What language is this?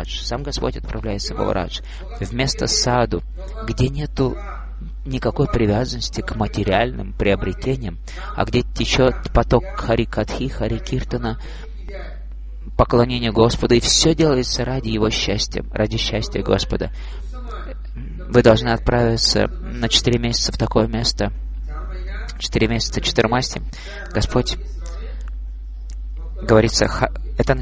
Russian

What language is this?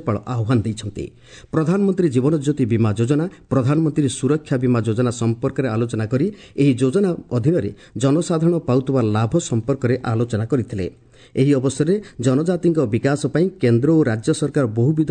Odia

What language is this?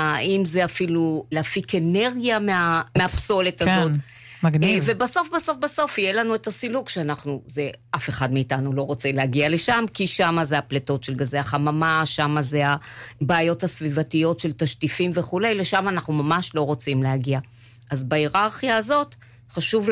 Hebrew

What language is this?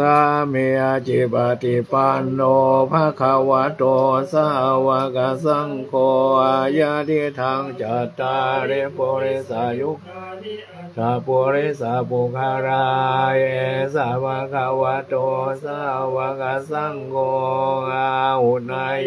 Pali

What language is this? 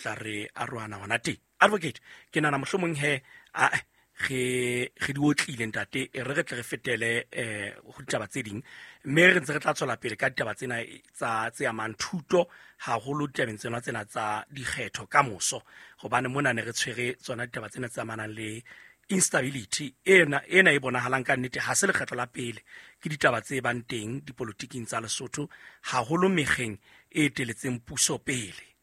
Southern Sotho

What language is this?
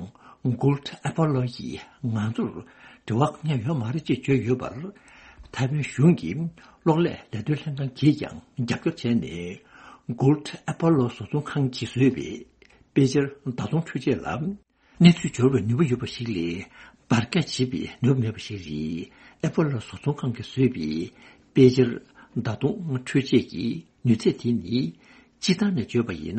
Tibetan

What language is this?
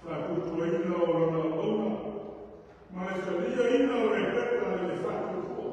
Samoan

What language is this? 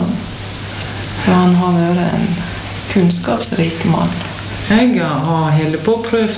Norwegian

